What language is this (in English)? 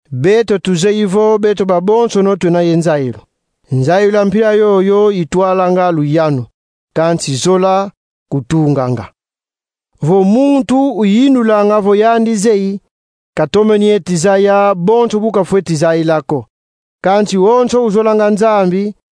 Kongo